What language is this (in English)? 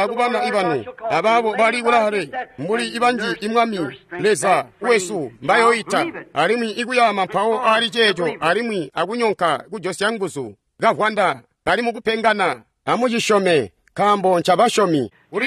Tonga (Zambia)